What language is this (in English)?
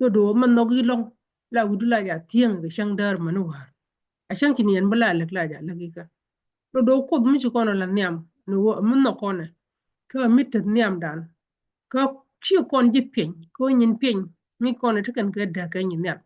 Nuer